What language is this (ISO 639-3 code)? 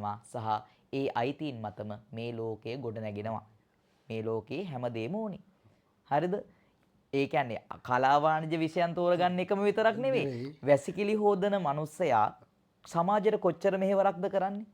sin